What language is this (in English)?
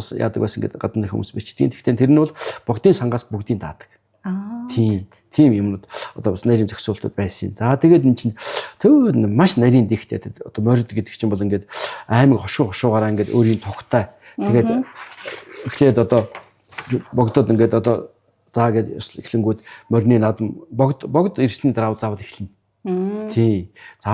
Mongolian